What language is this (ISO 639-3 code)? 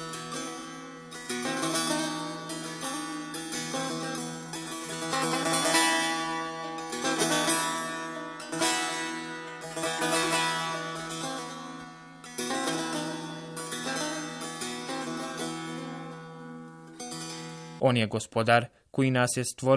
bos